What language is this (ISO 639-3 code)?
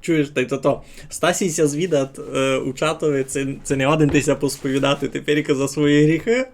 rue